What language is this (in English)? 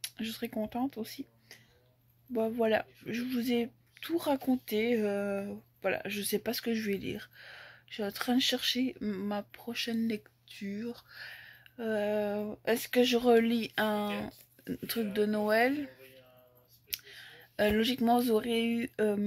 French